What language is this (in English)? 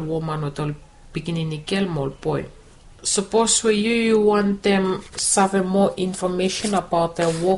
Bislama